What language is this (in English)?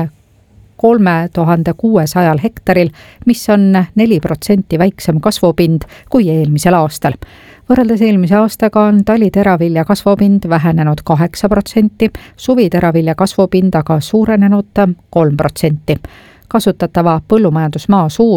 Estonian